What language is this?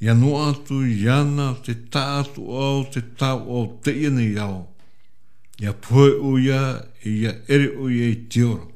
Tahitian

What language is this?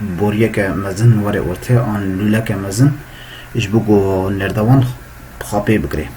Kurdish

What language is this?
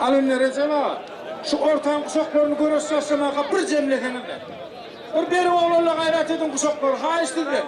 Turkmen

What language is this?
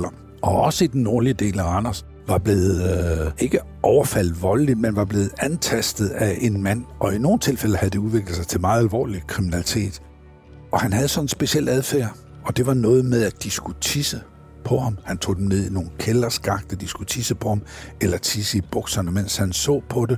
Danish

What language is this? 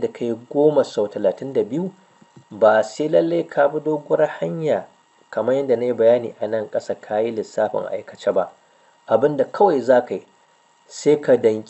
Hausa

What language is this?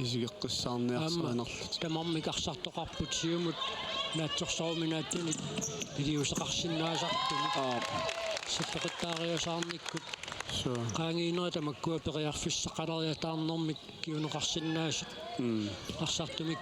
Kalaallisut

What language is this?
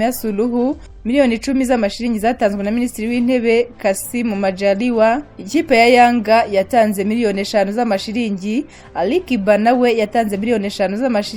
Kinyarwanda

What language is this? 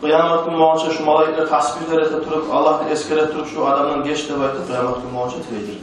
Kumyk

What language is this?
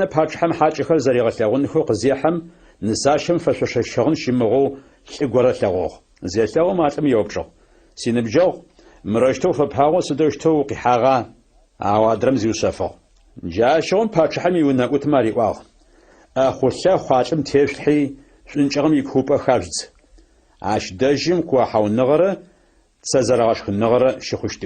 Adyghe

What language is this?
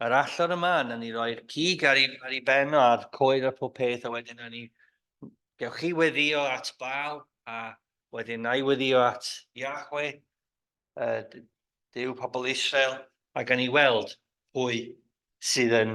Welsh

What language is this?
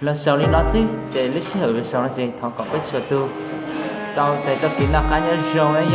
Hmong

